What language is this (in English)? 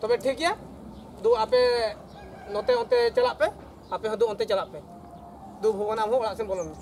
Santali